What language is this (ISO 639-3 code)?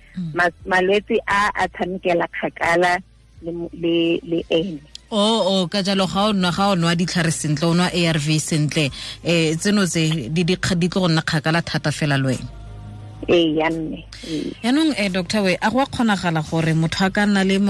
tsn